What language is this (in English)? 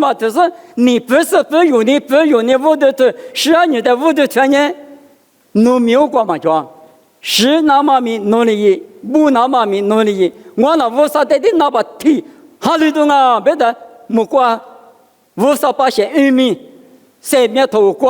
Lisu